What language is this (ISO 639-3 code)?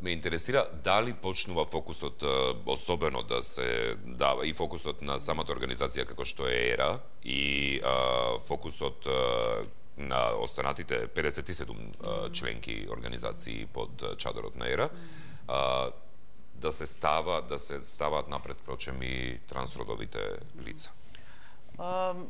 mkd